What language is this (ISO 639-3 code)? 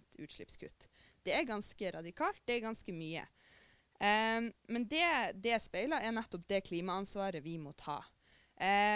nor